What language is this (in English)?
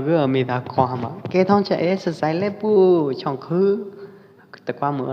Pwo Eastern Karen